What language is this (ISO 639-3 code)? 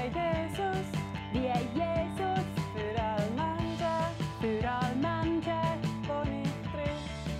gsw